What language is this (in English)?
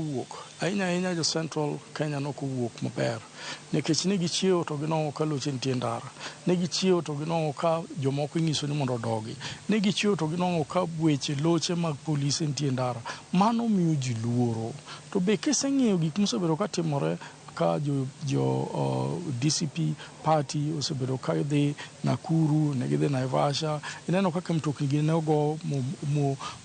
Luo (Kenya and Tanzania)